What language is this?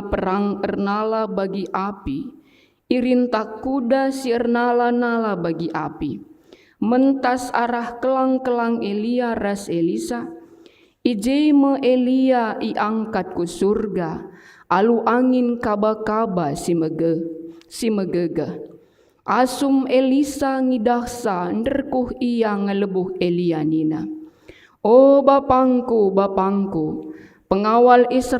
Batak Karo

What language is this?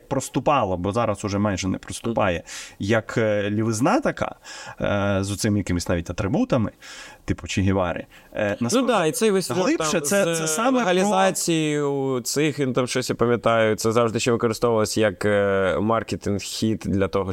Ukrainian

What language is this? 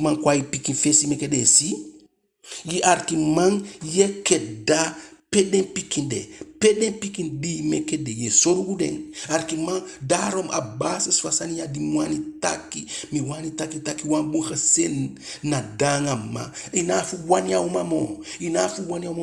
Eastern Maroon Creole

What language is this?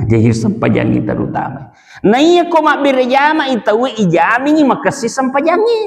Buginese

